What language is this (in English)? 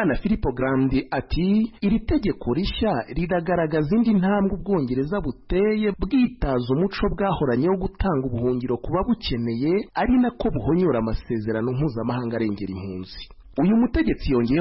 Kinyarwanda